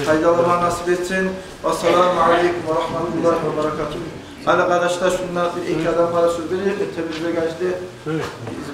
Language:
Kumyk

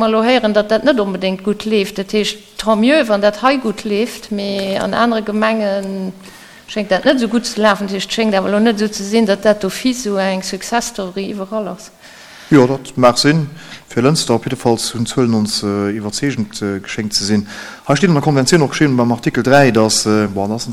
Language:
Luxembourgish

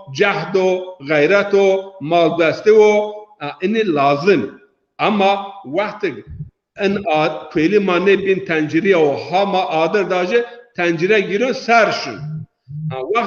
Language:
Zaza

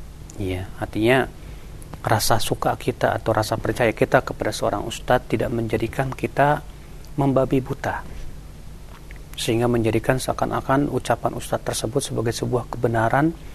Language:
Indonesian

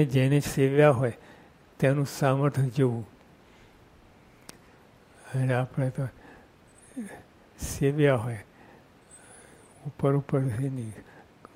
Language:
Gujarati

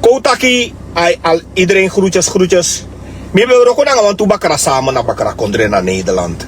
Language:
Sranan Tongo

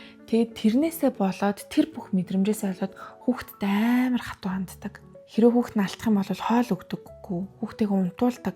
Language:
Mongolian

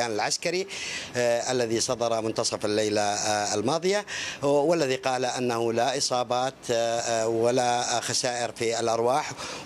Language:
Arabic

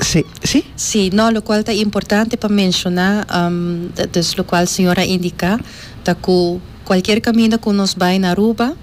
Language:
Papiamento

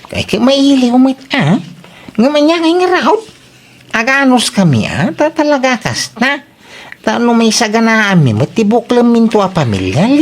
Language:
Iloko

